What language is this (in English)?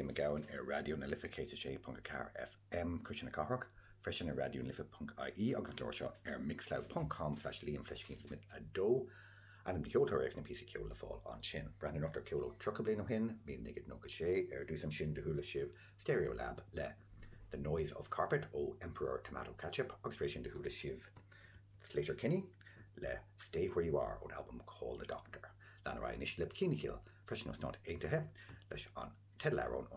Irish